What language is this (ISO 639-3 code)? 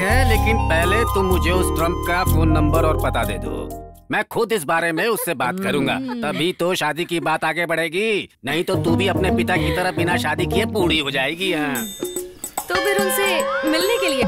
hin